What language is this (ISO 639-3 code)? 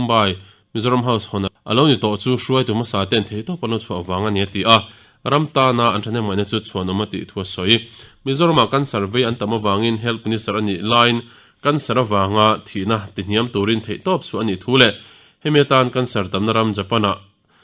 lus